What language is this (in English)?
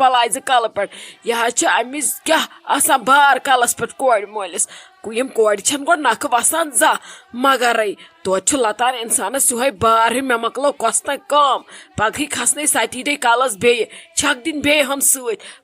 Kashmiri